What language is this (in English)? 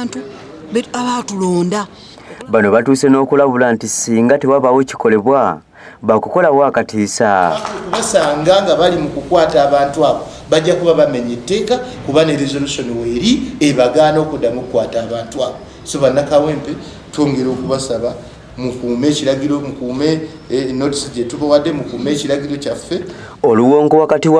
Ganda